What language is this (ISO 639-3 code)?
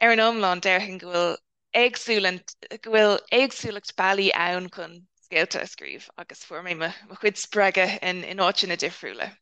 gle